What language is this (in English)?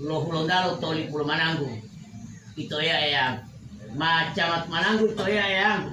Gorontalo